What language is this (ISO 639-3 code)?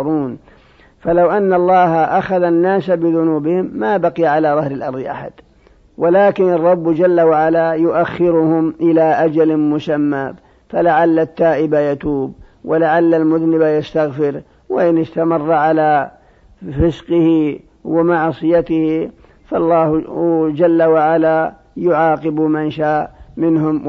ara